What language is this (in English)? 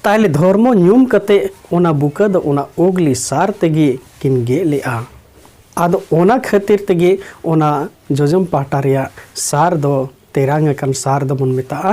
Santali